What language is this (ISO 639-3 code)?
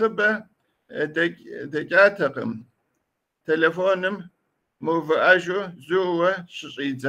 kbd